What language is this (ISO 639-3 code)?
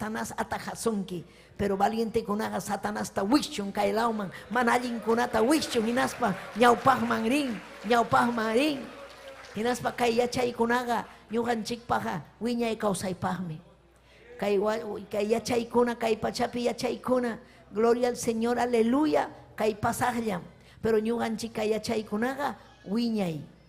quy